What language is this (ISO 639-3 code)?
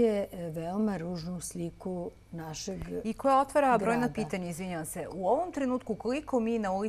srp